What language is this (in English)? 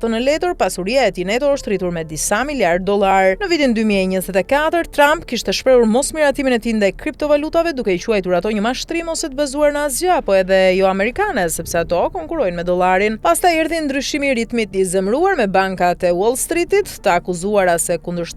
Albanian